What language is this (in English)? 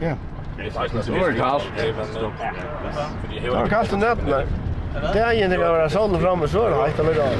Faroese